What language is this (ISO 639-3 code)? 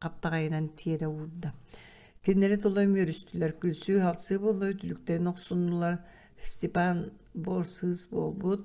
sah